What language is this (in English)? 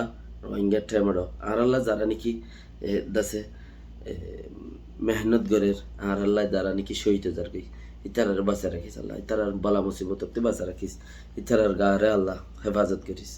Rohingya